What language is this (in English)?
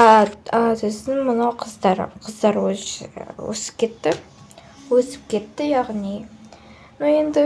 Kazakh